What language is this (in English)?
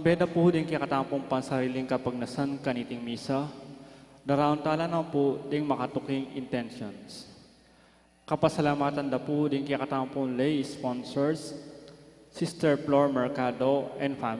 Pampanga